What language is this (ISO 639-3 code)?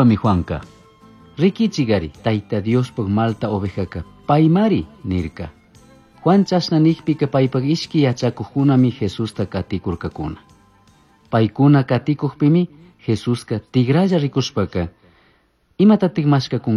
qug